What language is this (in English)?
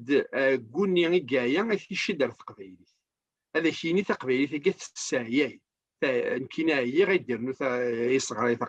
Kabyle